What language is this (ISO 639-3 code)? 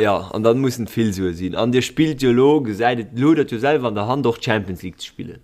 ltz